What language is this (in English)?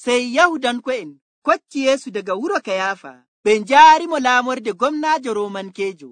Nigerian Fulfulde